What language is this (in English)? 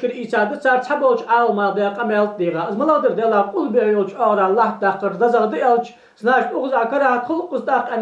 Ingush